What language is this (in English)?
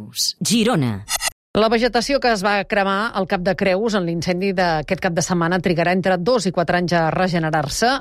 Catalan